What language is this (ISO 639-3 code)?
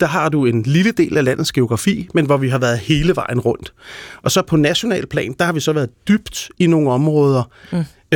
dan